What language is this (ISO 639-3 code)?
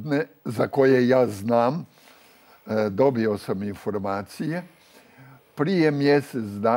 hrv